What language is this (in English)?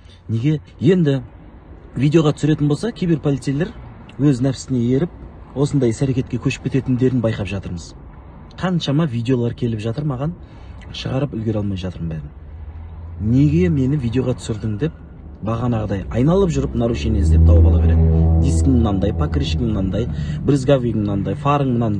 Kazakh